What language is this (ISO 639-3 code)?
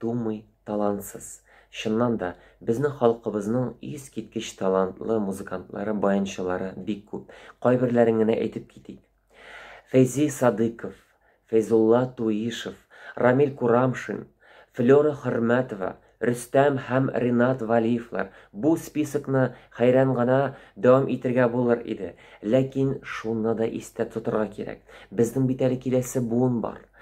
tat